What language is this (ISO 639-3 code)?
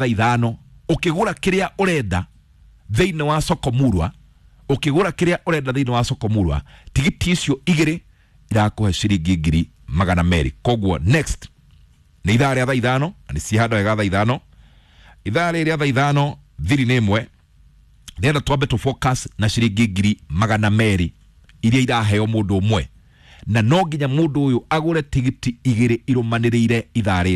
kik